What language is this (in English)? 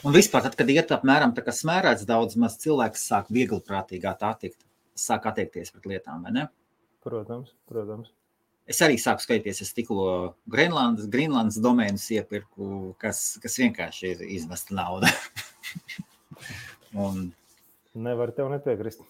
Latvian